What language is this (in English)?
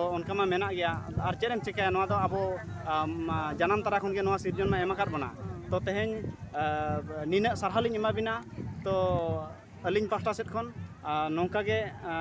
Santali